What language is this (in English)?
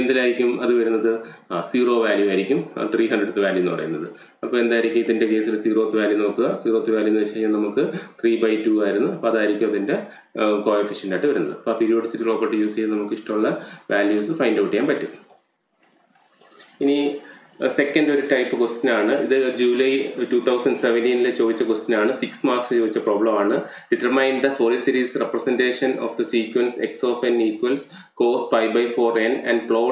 Malayalam